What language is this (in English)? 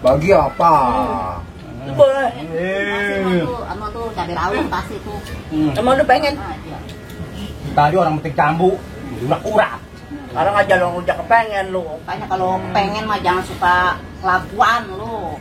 Betawi